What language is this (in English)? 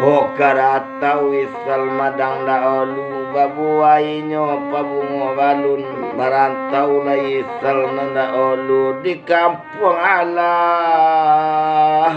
Minangkabau